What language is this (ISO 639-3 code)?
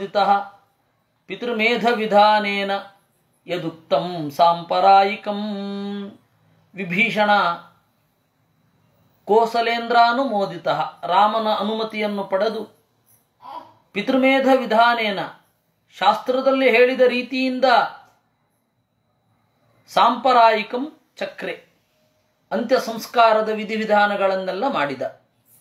kan